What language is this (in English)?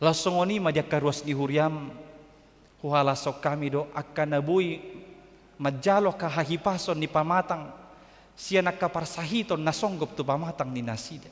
Batak Toba